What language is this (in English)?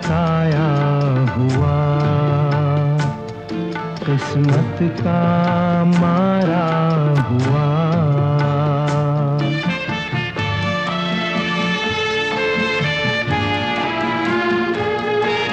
Hindi